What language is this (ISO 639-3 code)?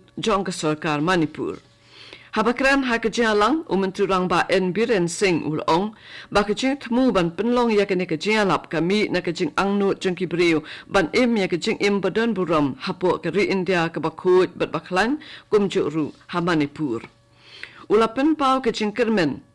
kha